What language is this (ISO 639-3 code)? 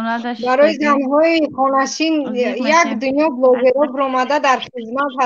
tgk